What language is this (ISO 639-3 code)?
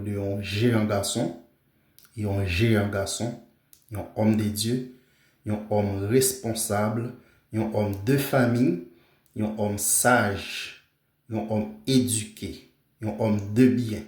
hat